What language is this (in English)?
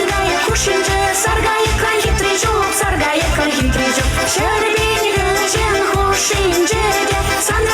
Chuvash